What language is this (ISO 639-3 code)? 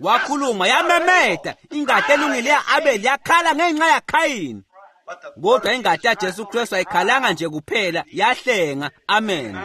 ssw